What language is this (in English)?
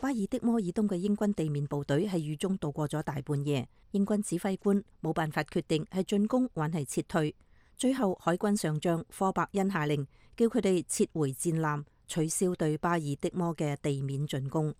Cantonese